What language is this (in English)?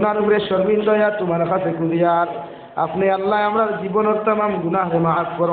Sylheti